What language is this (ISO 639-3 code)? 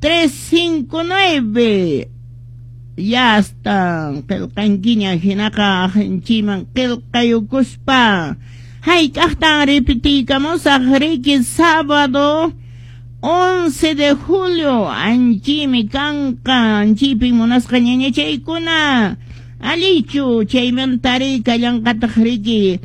que